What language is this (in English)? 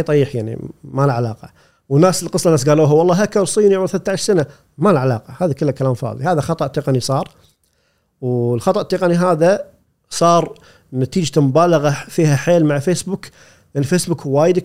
Gulf Arabic